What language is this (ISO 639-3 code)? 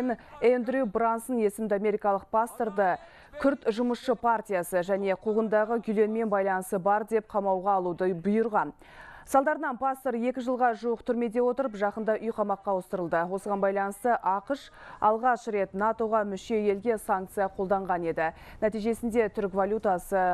kaz